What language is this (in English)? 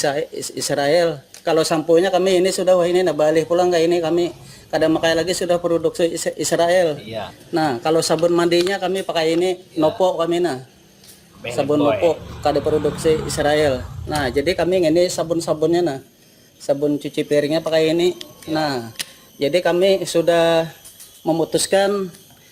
Banjar